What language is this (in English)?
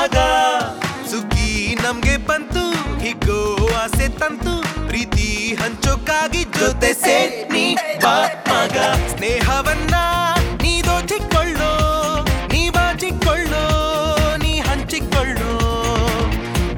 Kannada